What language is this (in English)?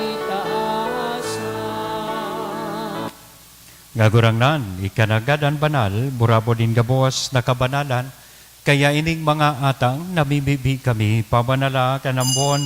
Bikol